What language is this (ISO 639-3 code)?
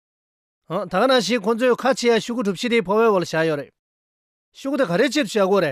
bod